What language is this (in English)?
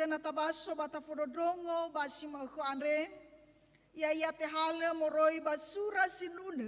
Nias